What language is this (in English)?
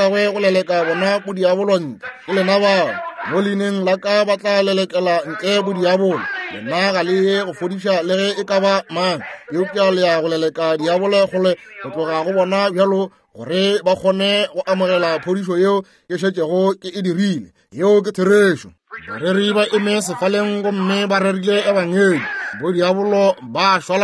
Northern Sotho